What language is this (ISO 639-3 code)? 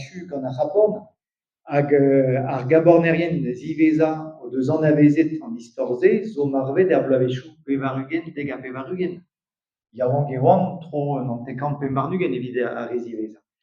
bre